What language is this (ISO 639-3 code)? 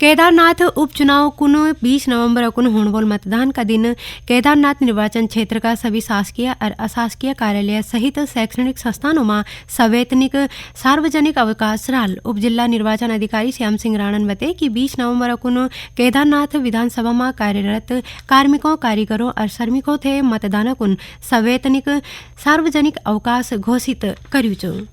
gbm